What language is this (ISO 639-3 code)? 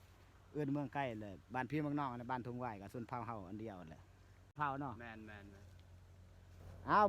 lao